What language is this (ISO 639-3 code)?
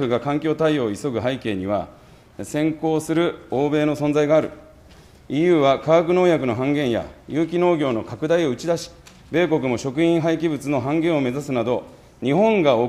jpn